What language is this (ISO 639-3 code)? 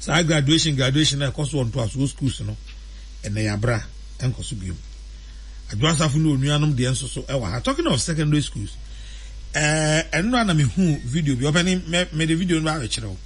aka